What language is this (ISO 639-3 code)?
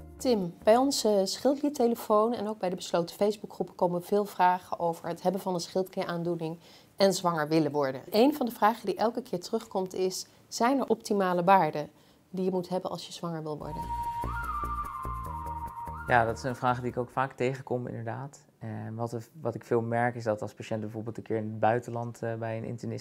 nld